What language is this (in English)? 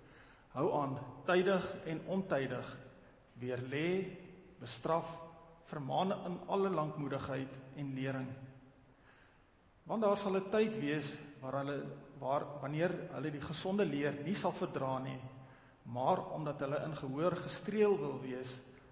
Afrikaans